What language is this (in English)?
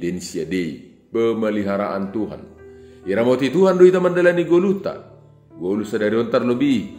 Batak Simalungun